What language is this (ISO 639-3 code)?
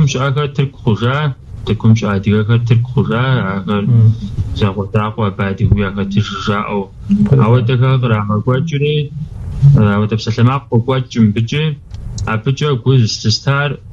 kbd